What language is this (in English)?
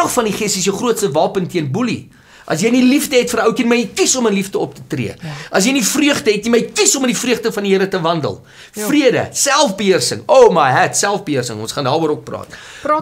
Afrikaans